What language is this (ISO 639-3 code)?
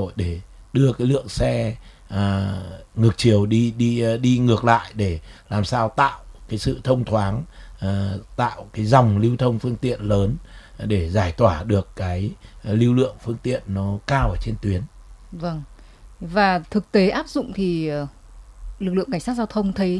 vie